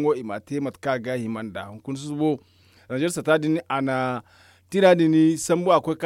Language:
Zarma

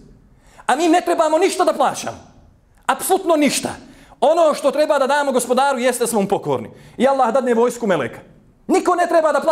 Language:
Bosnian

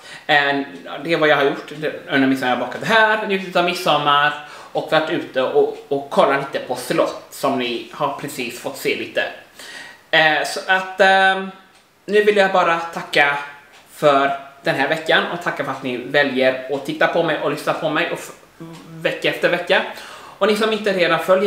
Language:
Swedish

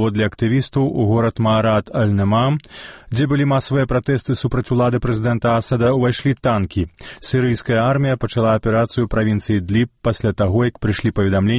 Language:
Belarusian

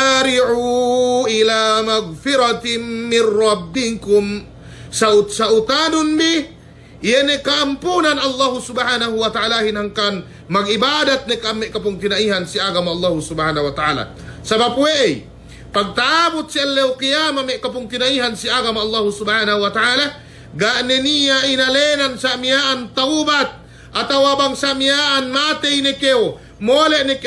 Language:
Yakan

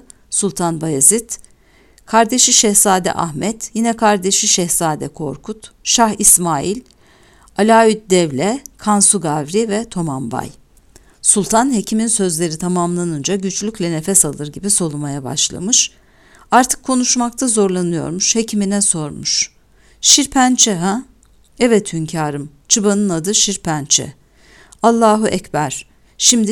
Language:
Turkish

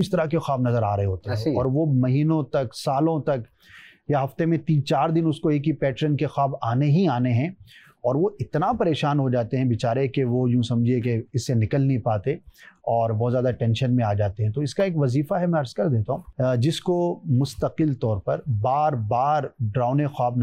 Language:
Urdu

